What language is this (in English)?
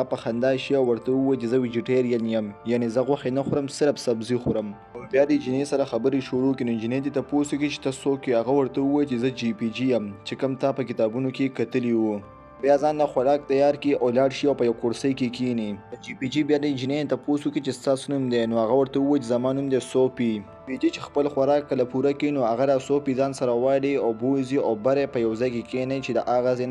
Pashto